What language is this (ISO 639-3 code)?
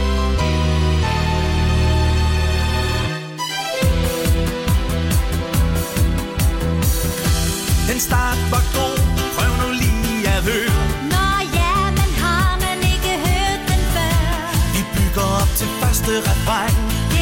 dan